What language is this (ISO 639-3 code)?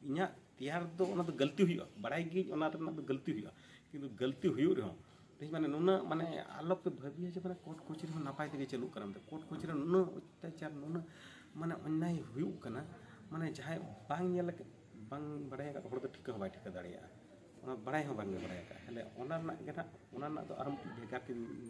sat